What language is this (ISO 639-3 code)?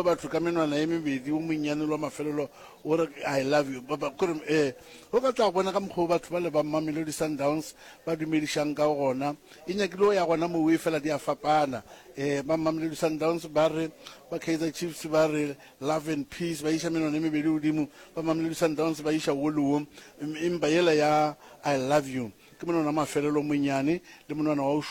nso